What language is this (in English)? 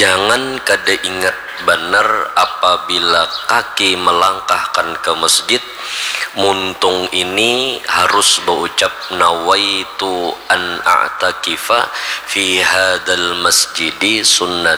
Banjar